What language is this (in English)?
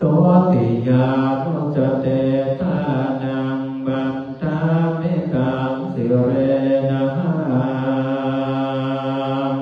Pali